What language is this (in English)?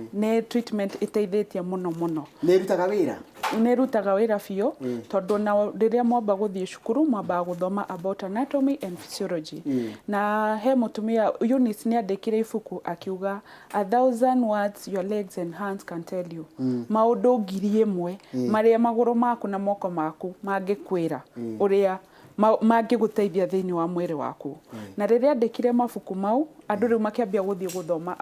Kikuyu